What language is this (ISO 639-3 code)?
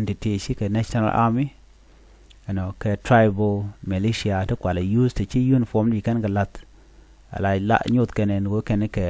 nus